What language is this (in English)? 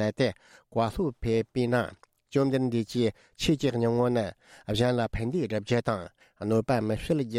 Tibetan